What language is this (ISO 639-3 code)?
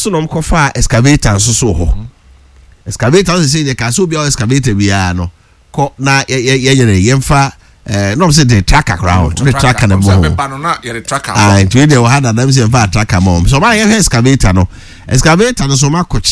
aka